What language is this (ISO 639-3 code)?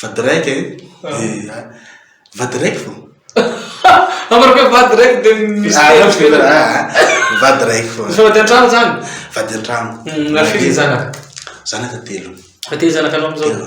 mlg